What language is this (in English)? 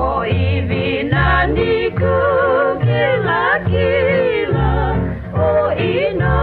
Hawaiian